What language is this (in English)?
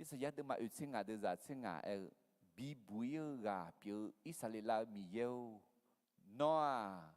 Akha